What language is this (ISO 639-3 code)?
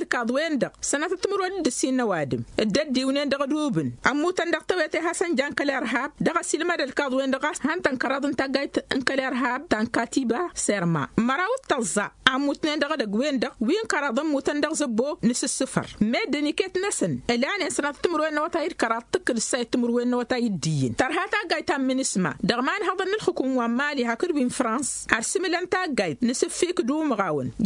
taq